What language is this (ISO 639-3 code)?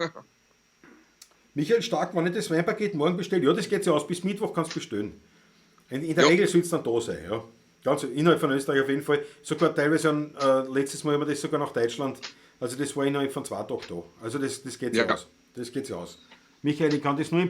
bar